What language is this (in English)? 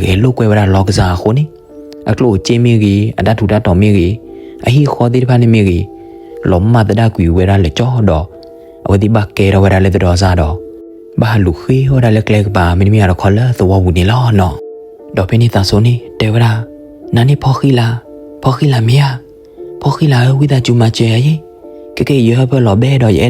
S'gaw Karen